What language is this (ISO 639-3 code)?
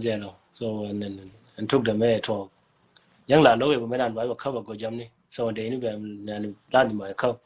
nus